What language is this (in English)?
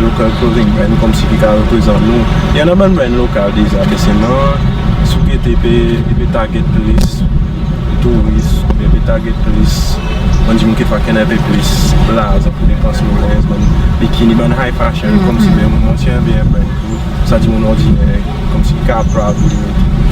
Seselwa Creole French